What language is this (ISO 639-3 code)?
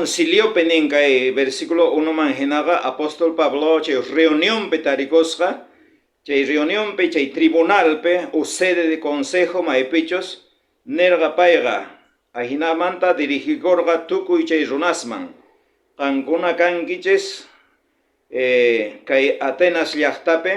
quh